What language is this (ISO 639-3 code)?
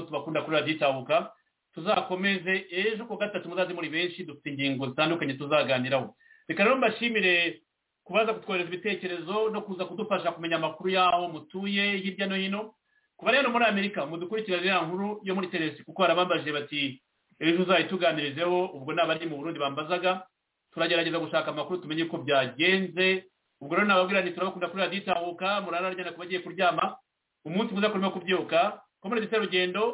kin